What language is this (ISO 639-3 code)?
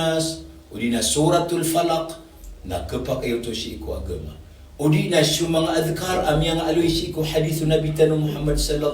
mrw